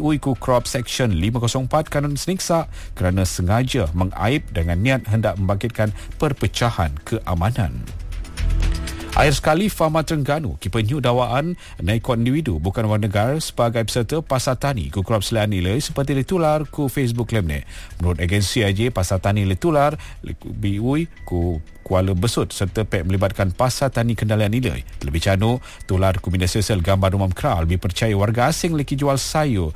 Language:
Malay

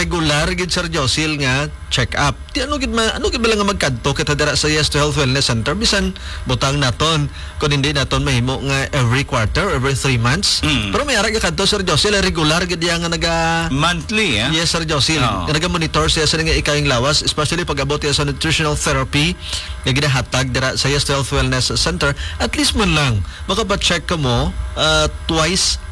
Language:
Hiligaynon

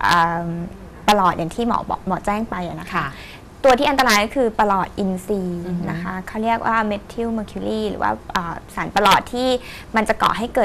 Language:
Thai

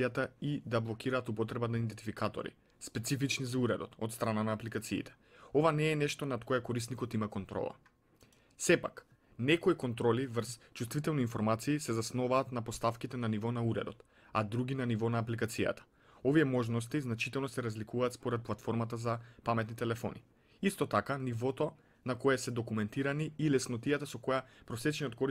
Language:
Macedonian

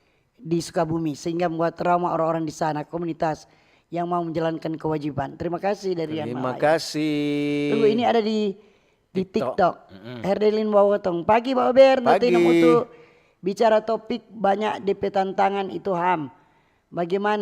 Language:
Manado Malay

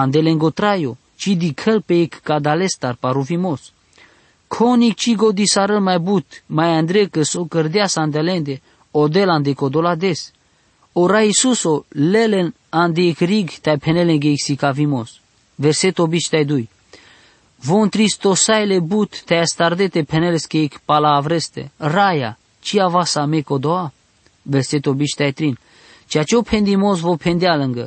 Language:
Basque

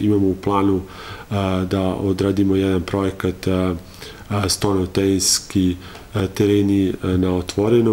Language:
Serbian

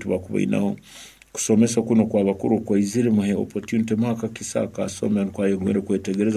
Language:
Nyankole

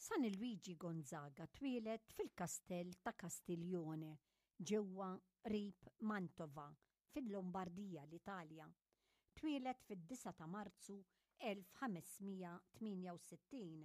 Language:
Maltese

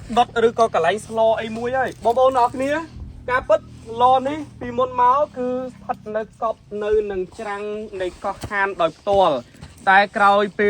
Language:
Khmer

